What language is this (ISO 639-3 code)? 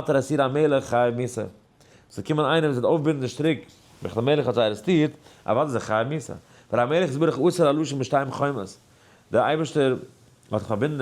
yid